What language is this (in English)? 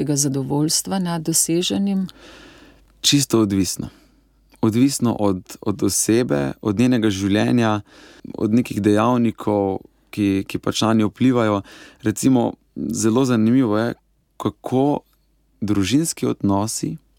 Slovenian